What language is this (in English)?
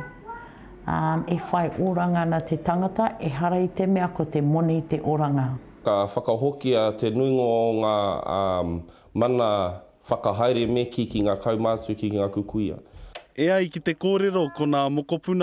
Māori